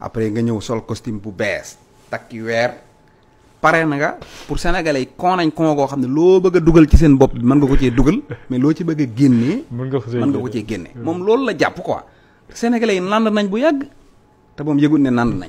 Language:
Wolof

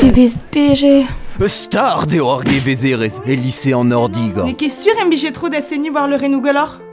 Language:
Breton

